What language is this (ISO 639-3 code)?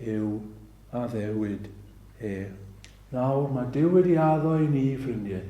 cym